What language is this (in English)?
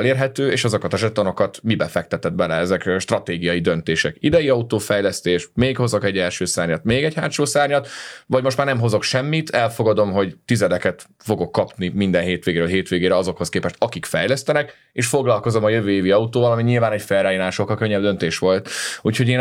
Hungarian